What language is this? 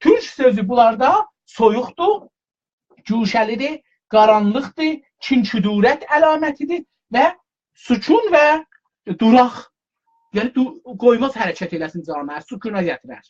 South Azerbaijani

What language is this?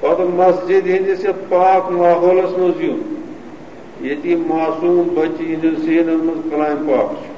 Kashmiri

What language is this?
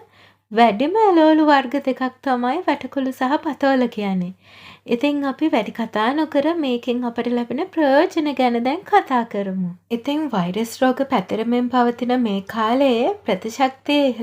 Sinhala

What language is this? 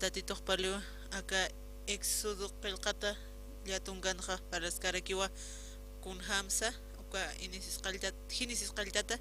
Aymara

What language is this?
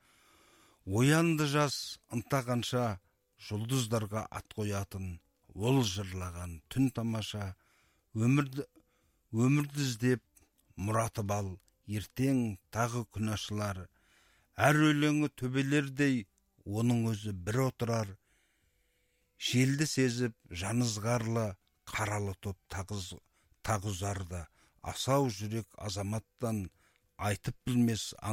Kazakh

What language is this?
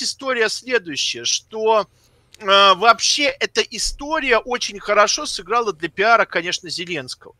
Russian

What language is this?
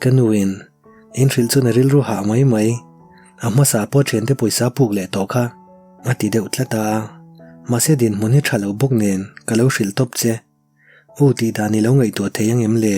Mizo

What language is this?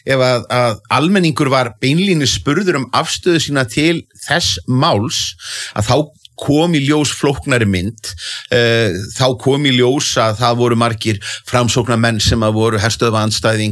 Icelandic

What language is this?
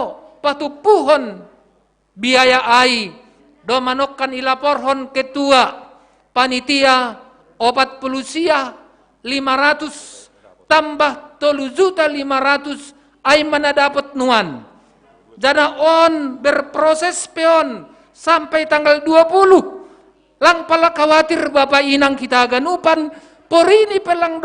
Batak Simalungun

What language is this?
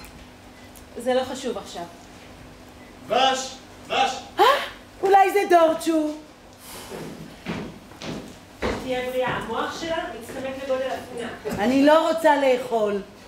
Hebrew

